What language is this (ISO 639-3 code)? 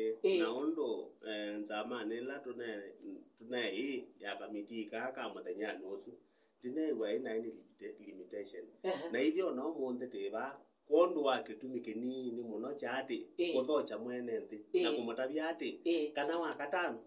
kam